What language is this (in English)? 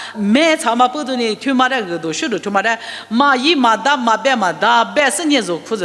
Lisu